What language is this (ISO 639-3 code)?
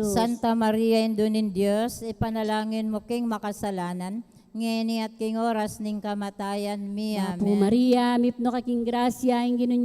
pam